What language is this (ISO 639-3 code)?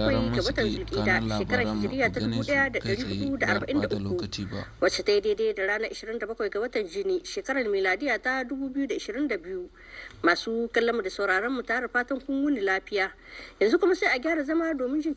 hau